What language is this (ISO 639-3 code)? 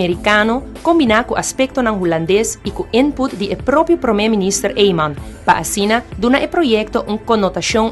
pap